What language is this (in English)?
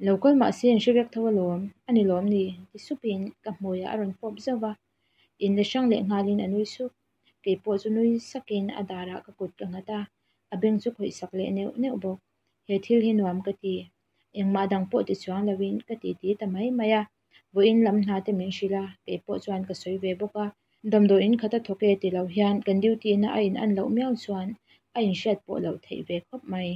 Mizo